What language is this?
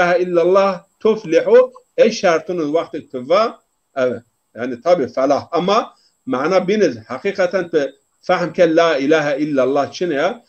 Zaza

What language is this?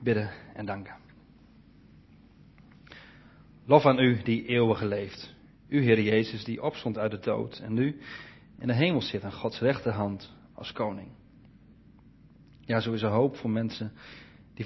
Dutch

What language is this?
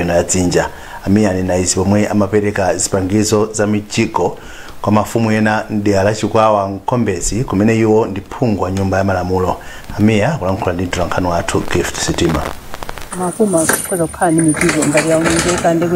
Nyanja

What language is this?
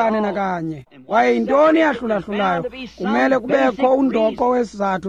Xhosa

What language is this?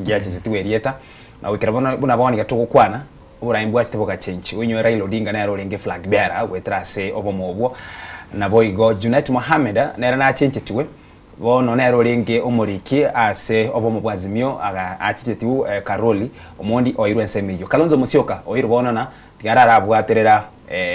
Gusii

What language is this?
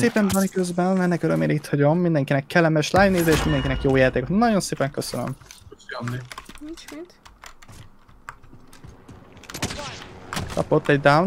Hungarian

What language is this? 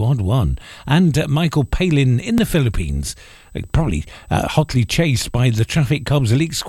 English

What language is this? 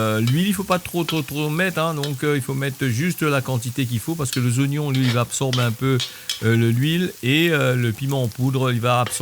Réunion Creole French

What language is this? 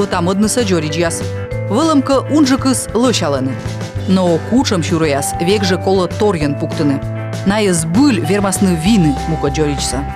Komi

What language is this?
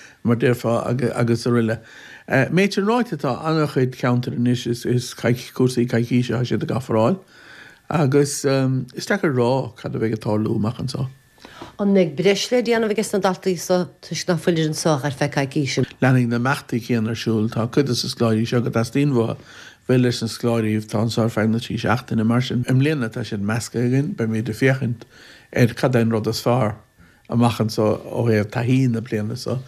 Irish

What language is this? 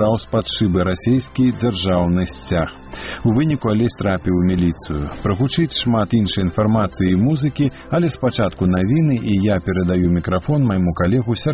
Belarusian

